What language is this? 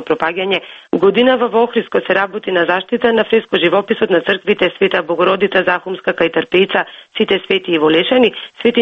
Macedonian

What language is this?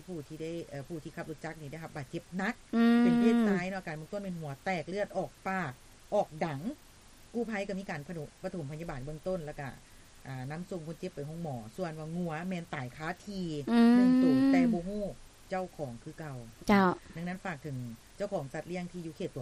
Lao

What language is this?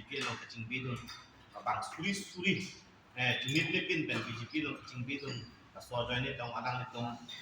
Karbi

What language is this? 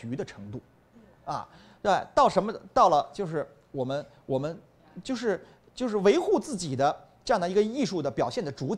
Chinese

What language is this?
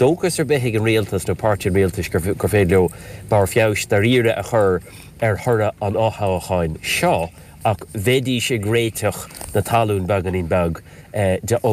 Irish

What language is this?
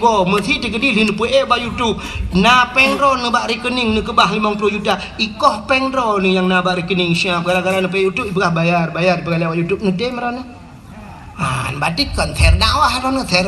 Achinese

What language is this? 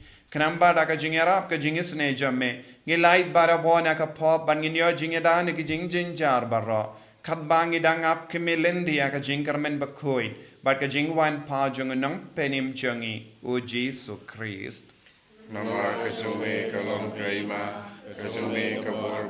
Khasi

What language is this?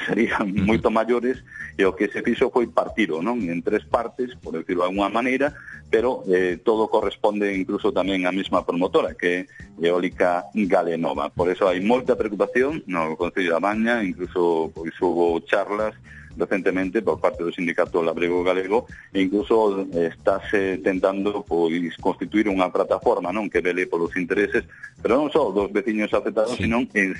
Galician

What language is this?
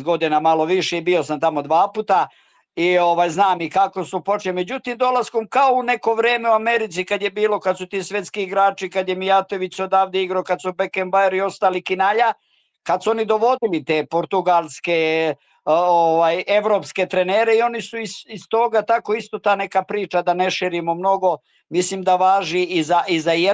Croatian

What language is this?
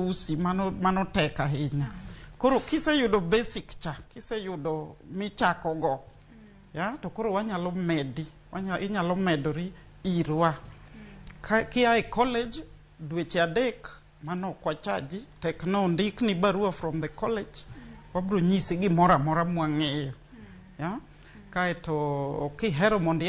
Luo (Kenya and Tanzania)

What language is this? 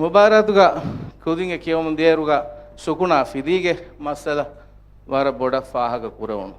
Divehi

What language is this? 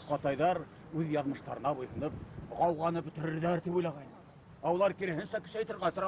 Bashkir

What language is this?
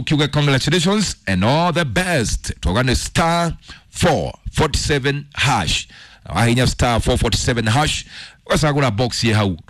Kikuyu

